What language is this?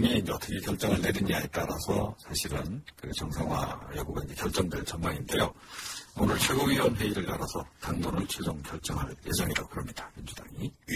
Korean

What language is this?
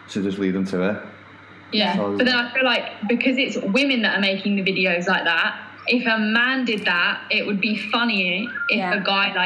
English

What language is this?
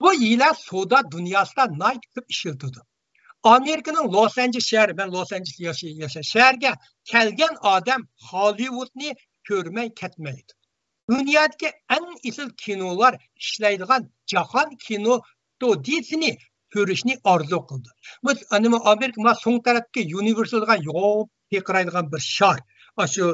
Uyghur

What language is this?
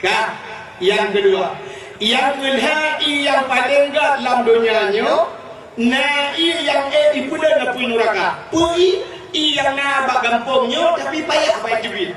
Achinese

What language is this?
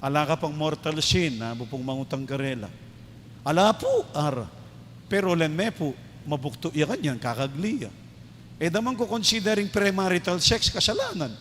Pampanga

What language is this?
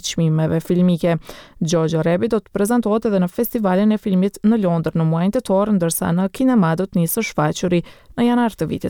Albanian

